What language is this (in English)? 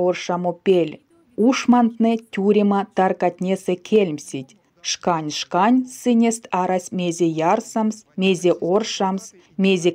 Erzya